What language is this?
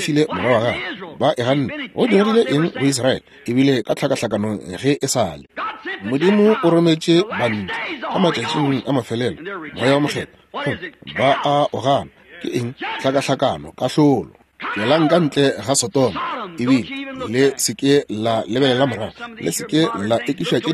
Northern Sotho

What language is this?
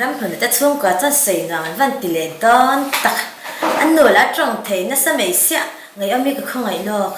Mizo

